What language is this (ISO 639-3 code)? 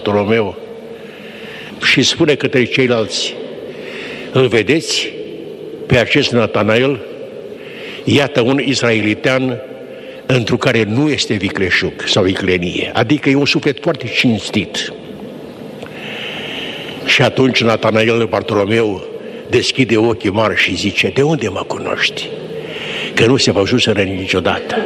ron